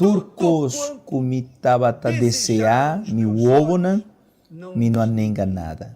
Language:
Papiamento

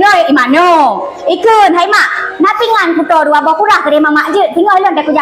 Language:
Achinese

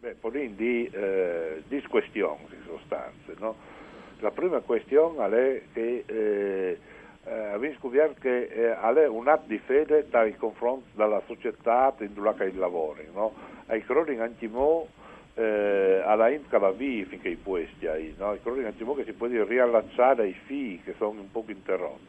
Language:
Friulian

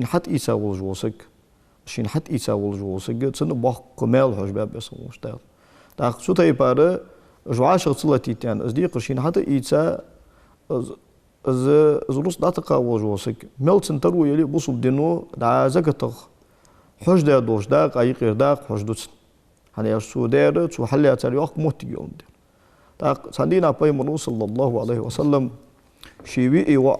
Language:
Ingush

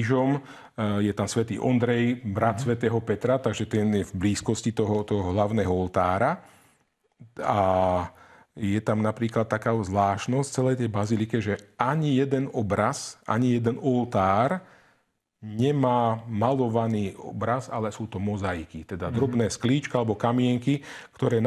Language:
Slovak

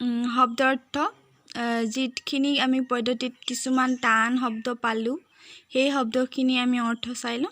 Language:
Assamese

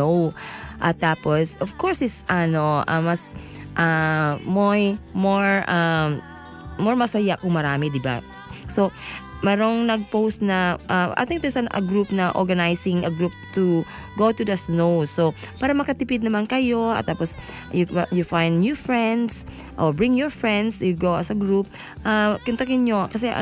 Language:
Filipino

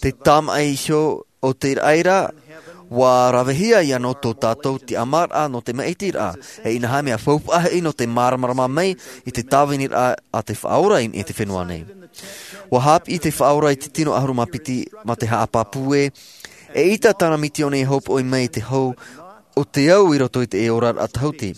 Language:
Tahitian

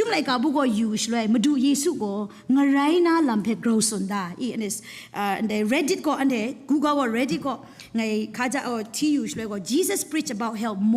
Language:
Kachin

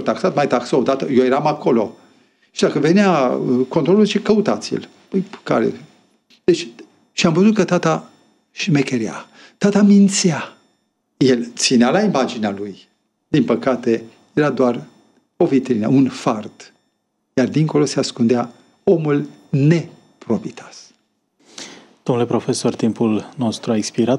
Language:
Romanian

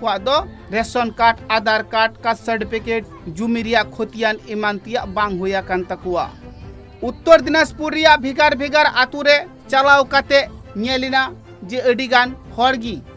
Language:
Santali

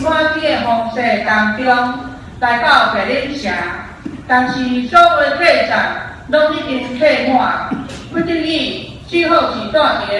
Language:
Min Nan Chinese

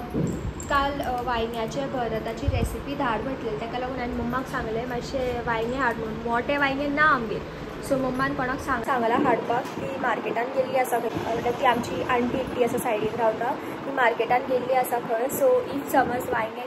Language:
Konkani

